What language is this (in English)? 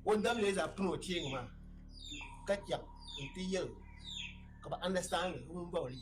Dagbani